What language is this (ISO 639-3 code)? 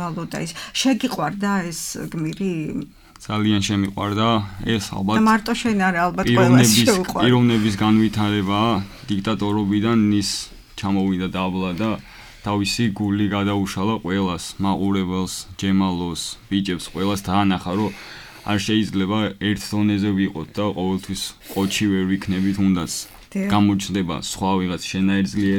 kat